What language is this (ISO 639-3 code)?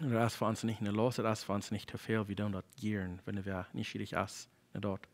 pdt